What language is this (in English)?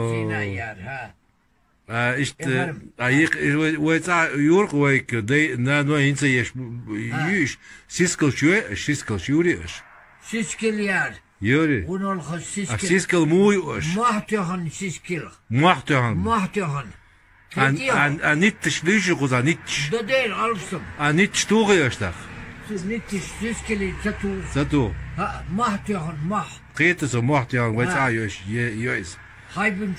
Chechen